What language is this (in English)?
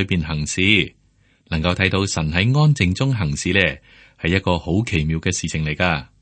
Cantonese